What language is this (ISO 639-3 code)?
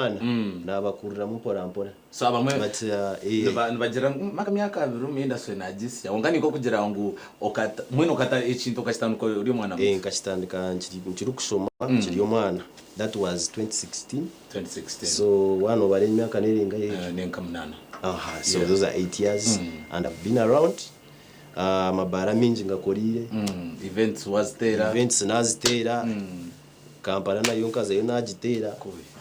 nyn